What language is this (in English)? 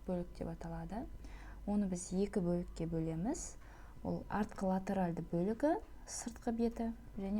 Kazakh